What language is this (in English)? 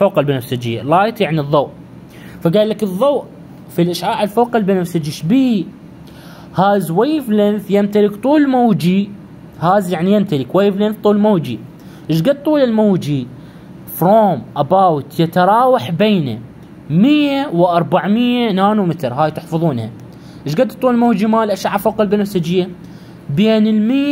Mesopotamian Arabic